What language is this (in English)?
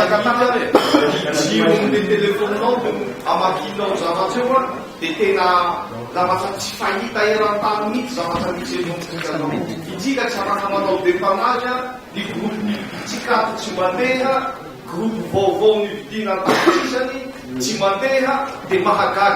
Malagasy